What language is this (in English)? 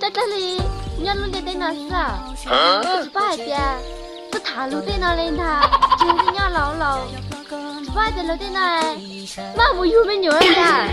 Hmong